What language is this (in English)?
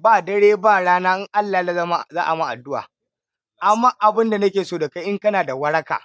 Hausa